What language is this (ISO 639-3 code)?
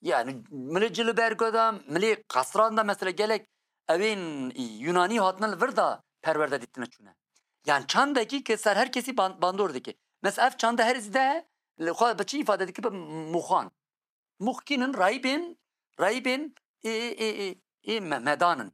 kur